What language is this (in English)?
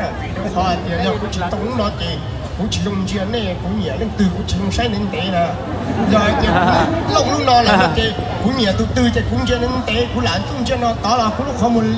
Hmong